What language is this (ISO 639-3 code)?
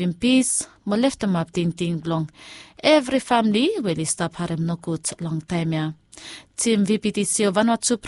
bis